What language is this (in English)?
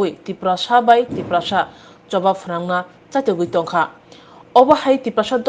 Riang (India)